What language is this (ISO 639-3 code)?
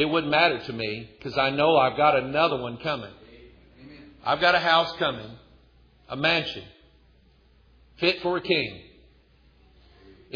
eng